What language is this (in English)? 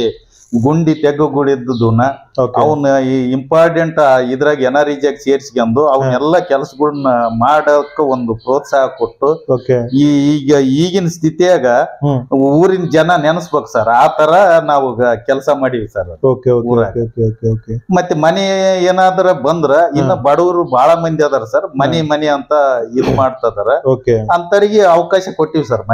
Kannada